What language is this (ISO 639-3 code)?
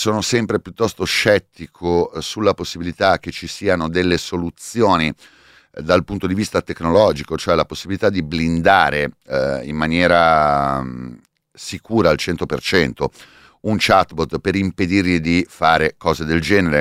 ita